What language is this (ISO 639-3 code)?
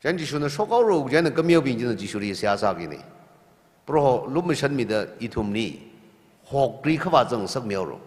nmf